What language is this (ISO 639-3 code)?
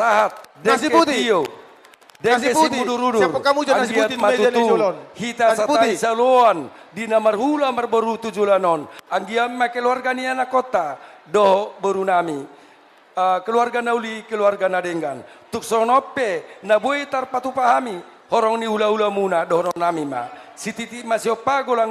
bbc